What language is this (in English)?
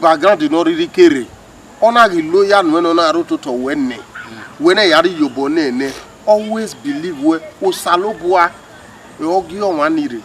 Bini